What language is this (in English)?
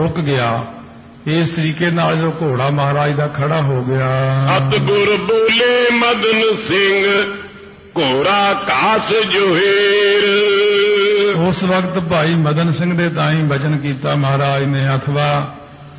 Punjabi